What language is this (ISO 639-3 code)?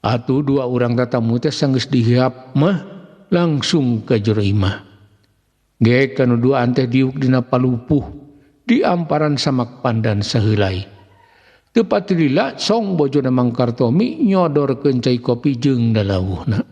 sun